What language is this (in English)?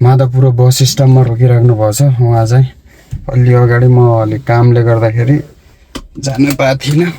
Nepali